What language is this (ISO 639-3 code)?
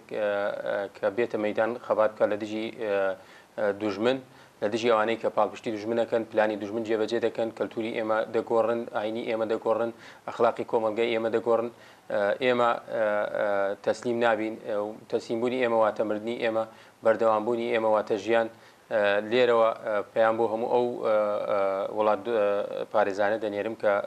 ckb